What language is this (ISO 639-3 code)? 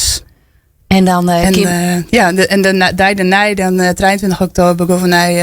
fry